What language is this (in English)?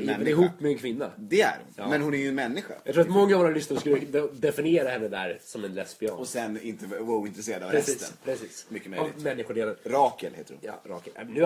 Swedish